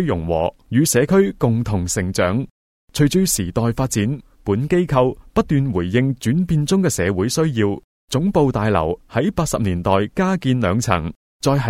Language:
Cantonese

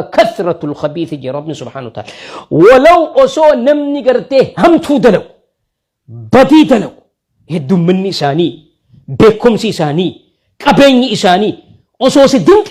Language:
Oromo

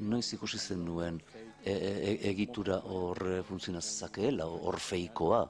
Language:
Basque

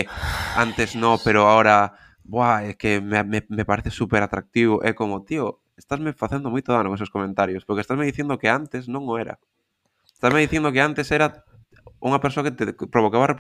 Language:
Galician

